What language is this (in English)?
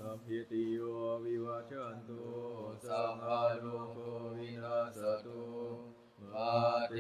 Northeastern Thai